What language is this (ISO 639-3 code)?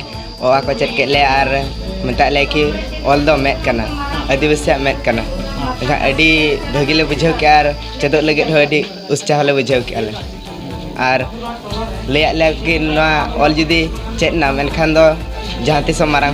sat